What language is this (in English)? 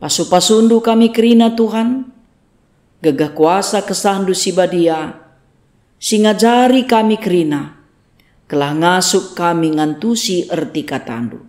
Batak Karo